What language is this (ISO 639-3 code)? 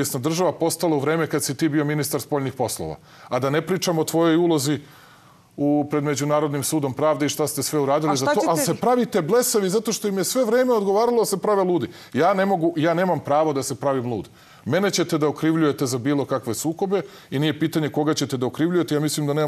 srp